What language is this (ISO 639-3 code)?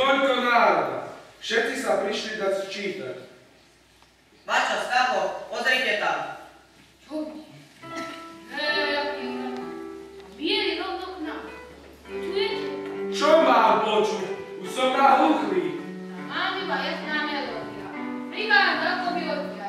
slk